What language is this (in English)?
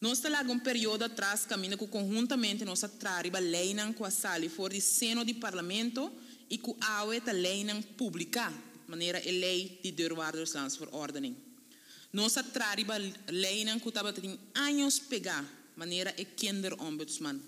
Papiamento